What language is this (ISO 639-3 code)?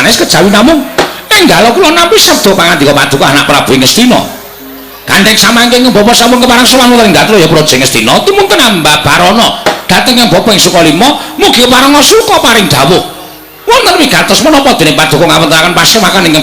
jav